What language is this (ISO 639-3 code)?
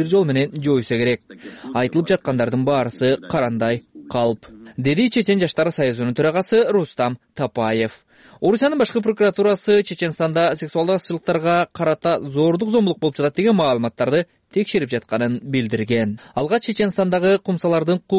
kir